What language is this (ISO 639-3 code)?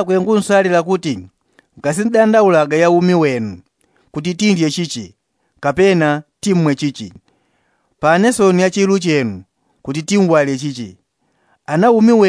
yao